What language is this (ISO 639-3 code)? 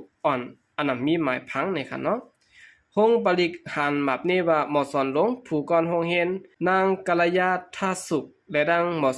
shn